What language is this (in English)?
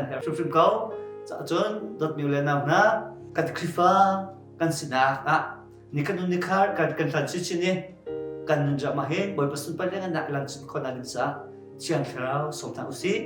Hakha Chin